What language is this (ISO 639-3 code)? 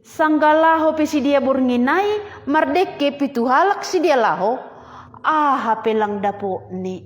bts